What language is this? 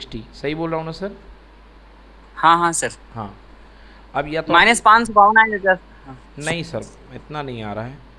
Hindi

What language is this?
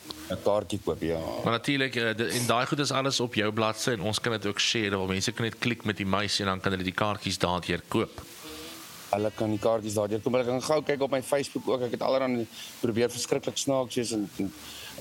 Afrikaans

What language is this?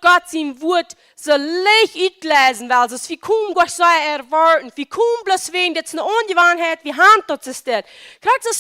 Plautdietsch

